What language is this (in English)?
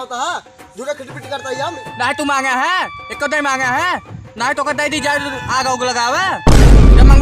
Awadhi